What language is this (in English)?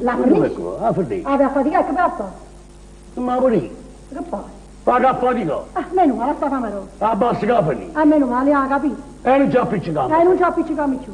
Neapolitan